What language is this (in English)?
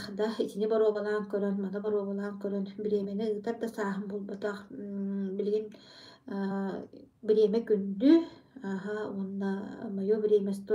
Yakut